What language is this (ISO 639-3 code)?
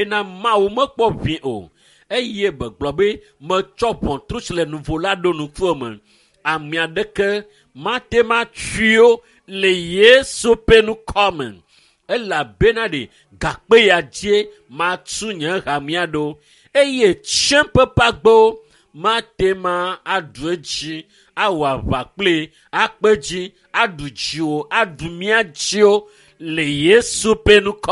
ewe